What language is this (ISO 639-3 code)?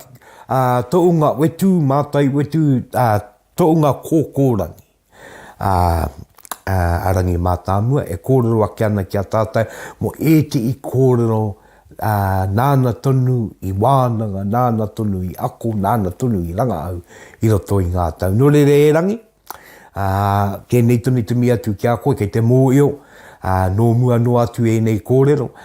mri